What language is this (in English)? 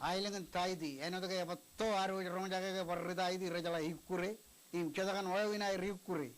Marshallese